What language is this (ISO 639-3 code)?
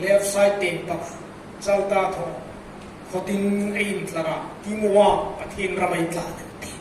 hmr